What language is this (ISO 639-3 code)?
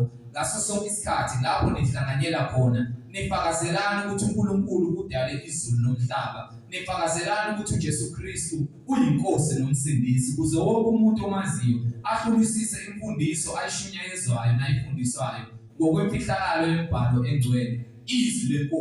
zul